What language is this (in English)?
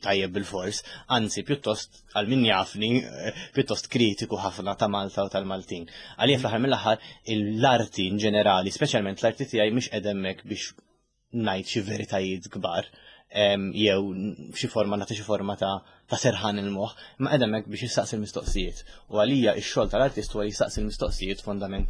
Maltese